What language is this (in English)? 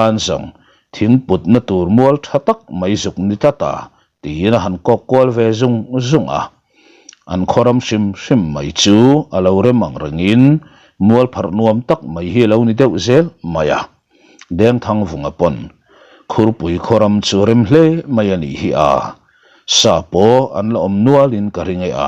Mizo